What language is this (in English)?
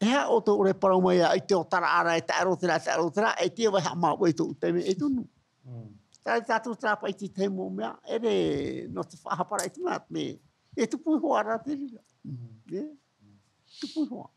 Tahitian